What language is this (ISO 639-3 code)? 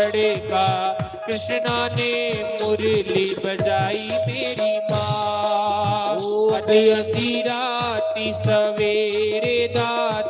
doi